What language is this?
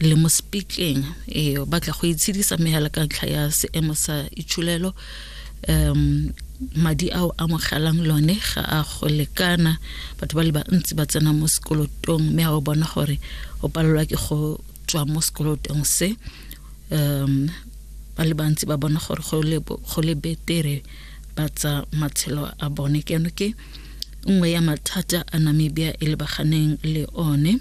Tswana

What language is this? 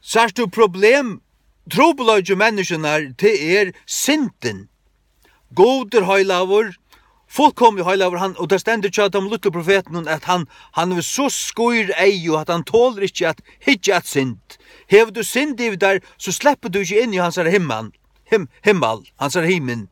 Faroese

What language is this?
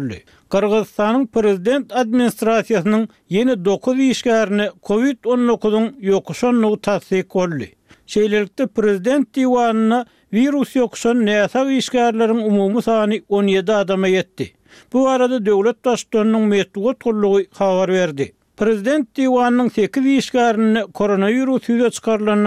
Turkmen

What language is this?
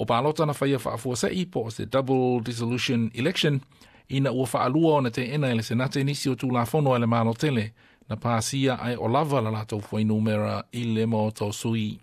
Samoan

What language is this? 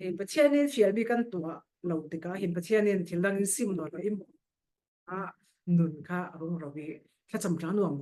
Falam Chin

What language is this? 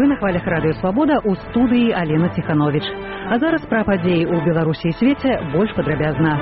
Belarusian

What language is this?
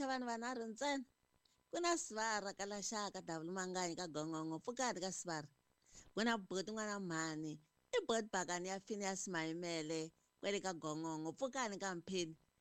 Tsonga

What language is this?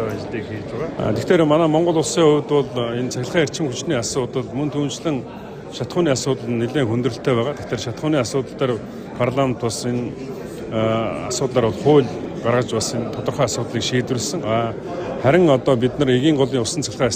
Mongolian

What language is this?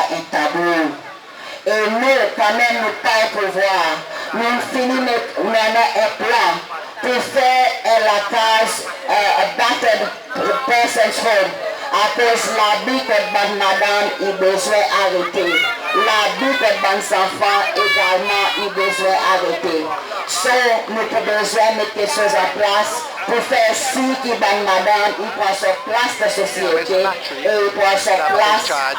Seselwa Creole French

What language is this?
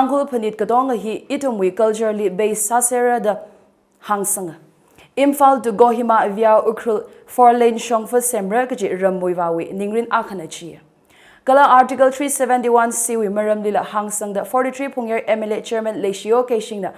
Tangkhul Naga (India)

